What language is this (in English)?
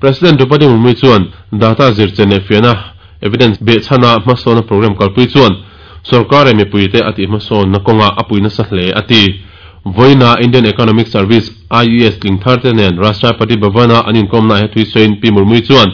Mizo